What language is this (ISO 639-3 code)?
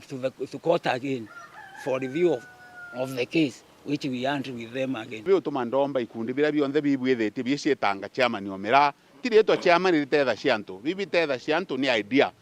mer